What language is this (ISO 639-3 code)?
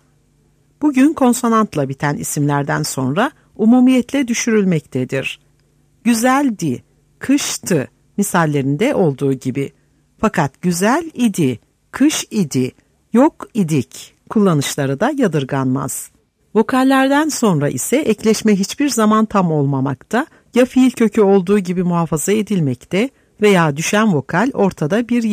tur